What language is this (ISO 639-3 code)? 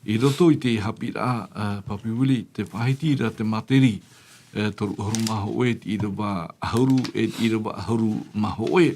tah